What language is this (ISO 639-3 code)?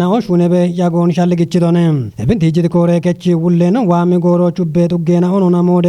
kbr